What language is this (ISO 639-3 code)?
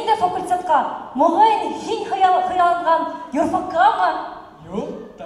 bak